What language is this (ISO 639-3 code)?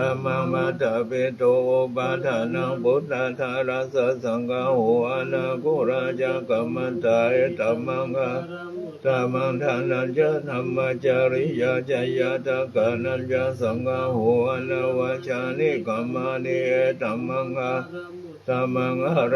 pli